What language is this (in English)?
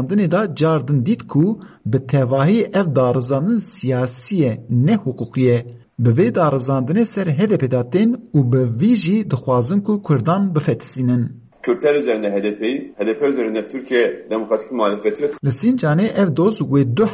Kurdish